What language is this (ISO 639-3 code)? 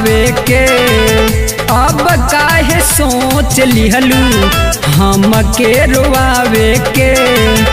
bho